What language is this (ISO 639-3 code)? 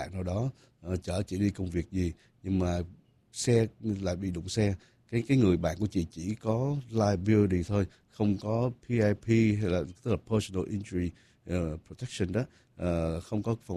vie